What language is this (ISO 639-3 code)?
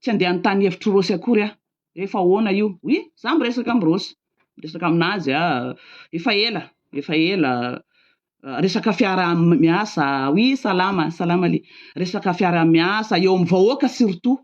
mlg